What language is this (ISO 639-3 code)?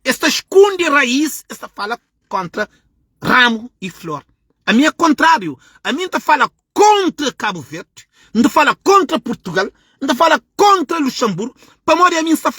kea